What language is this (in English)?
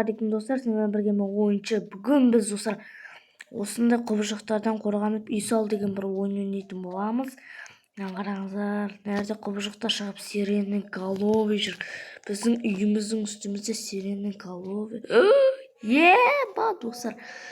Kazakh